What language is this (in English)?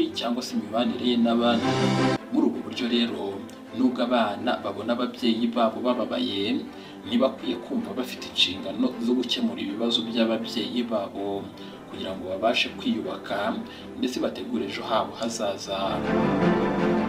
Kinyarwanda